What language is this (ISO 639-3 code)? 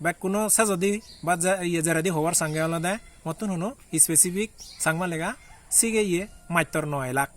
ccp